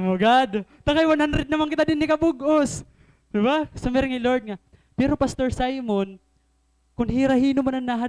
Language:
Waray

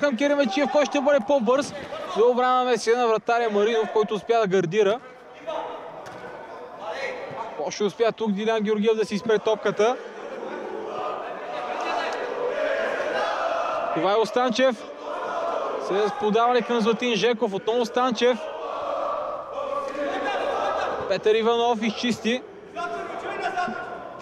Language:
Bulgarian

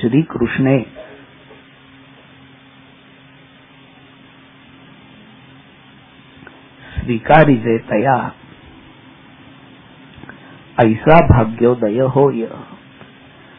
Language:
Marathi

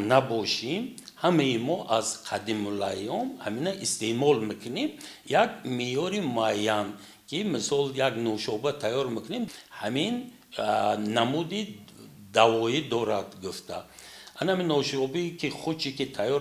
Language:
Tajik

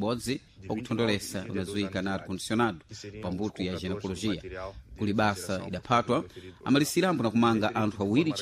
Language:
Sena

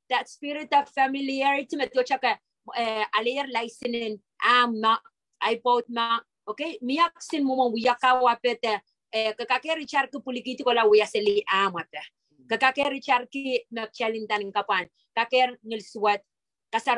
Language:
Pohnpeian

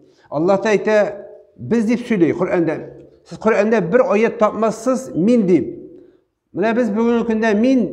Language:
Tatar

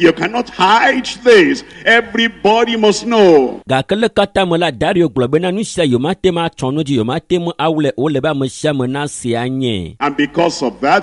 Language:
Ewe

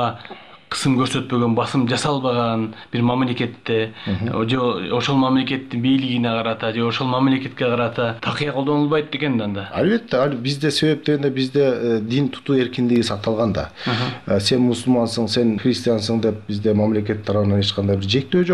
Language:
Kyrgyz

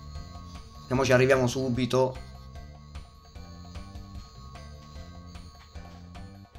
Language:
Italian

